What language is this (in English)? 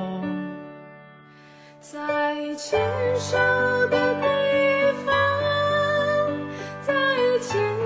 Chinese